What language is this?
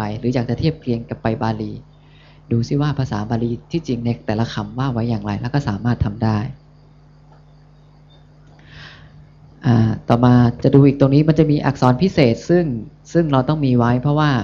Thai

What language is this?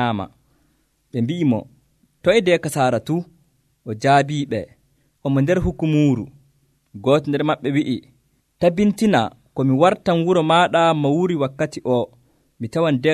Nigerian Fulfulde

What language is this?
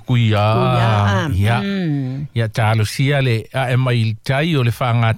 Samoan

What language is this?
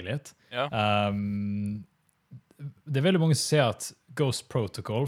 Norwegian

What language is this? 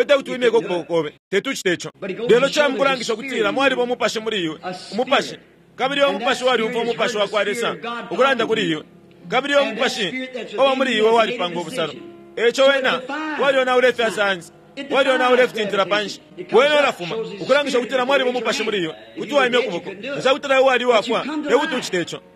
Bemba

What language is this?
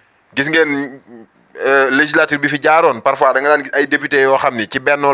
Wolof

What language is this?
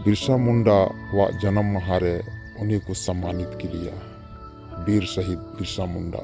Santali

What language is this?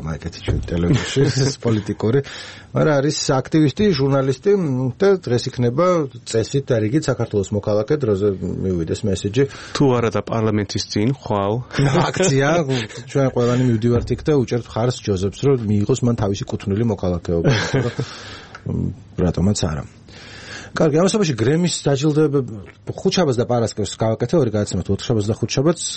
Georgian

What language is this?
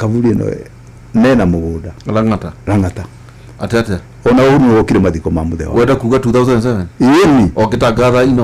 Kikuyu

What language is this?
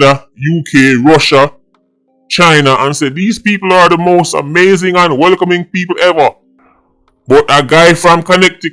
Jamaican Creole English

